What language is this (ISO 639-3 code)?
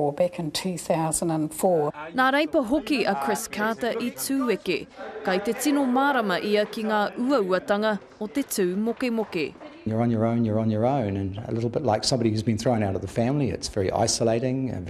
mri